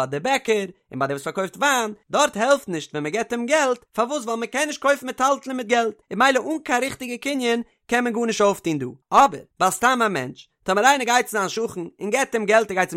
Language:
Yiddish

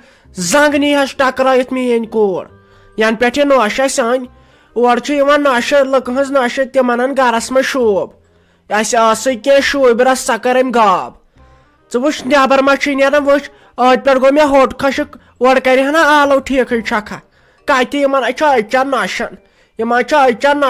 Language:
Kashmiri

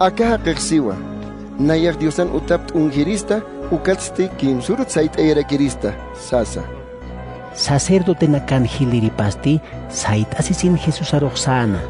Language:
Aymara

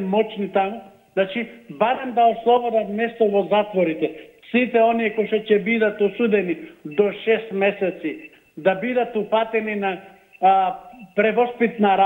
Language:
Macedonian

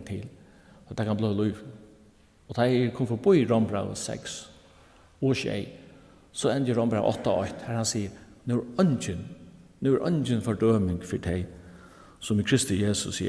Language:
Faroese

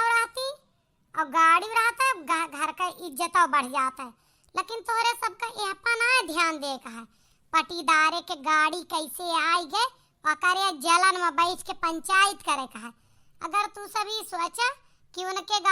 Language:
Awadhi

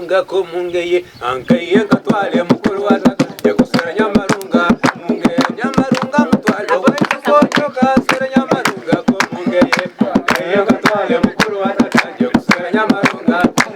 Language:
Tooro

